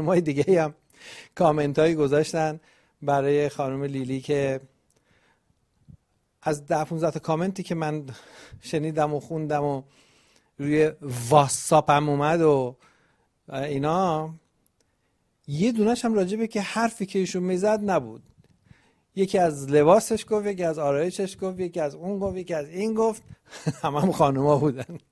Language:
Persian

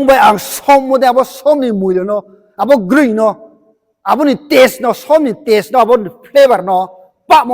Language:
Riang (India)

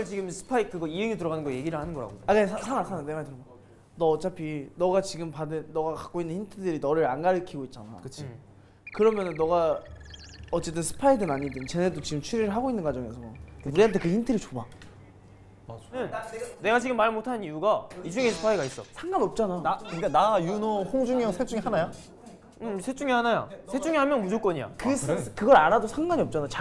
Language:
Korean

